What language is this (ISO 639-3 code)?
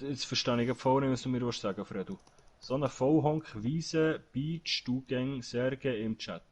gsw